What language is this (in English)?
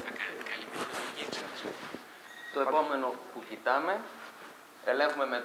Greek